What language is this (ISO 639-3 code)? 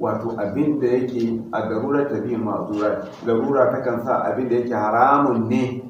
hau